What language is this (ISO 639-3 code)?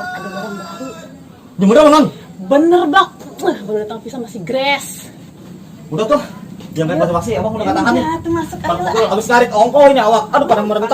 bew